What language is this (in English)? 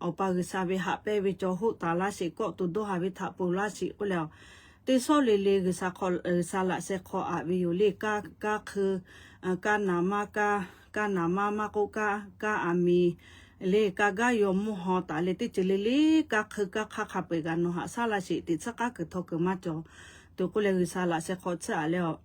Lahu